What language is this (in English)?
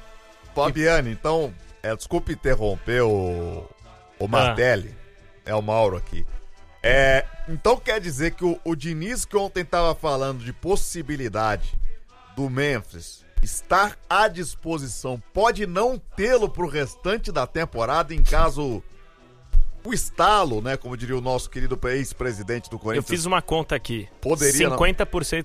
Portuguese